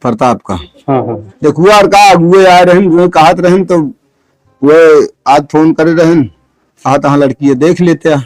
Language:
Awadhi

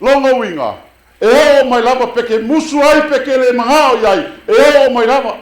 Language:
Samoan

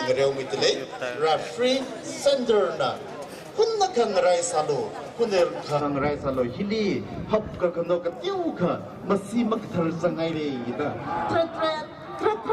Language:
Tangkhul Naga (India)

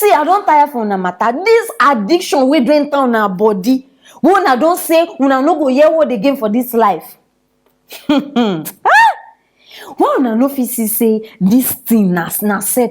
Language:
Nigerian Pidgin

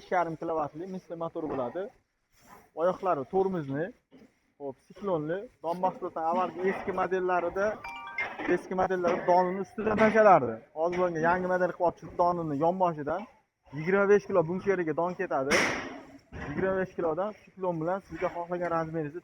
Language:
Uzbek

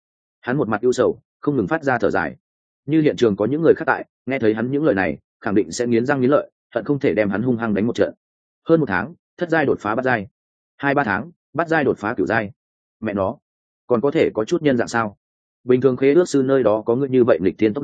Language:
Vietnamese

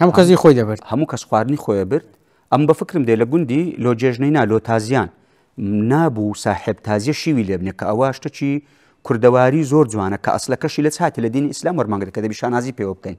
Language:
Central Kurdish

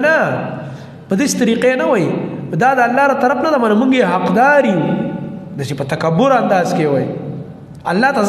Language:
Pashto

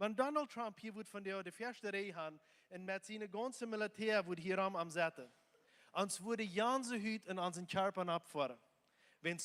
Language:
Plautdietsch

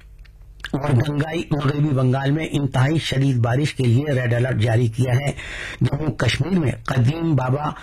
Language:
Urdu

